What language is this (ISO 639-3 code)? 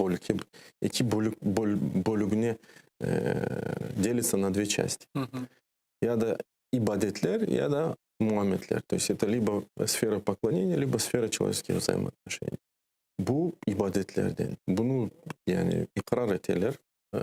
crh